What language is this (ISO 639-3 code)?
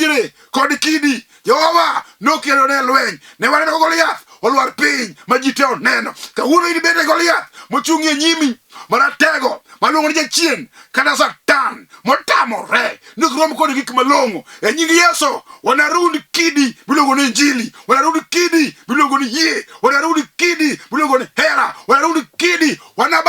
luo